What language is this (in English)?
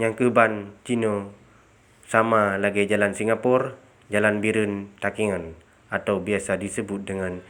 Achinese